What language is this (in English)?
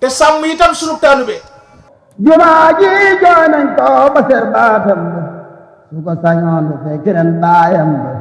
Wolof